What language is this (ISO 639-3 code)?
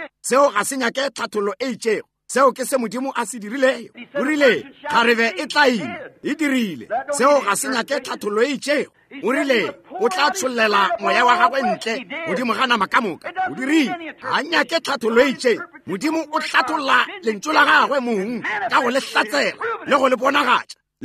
nso